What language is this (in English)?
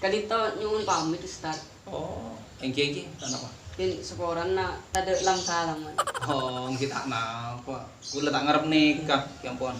Madurese